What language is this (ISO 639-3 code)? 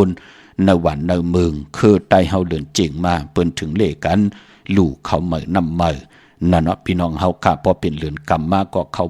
shn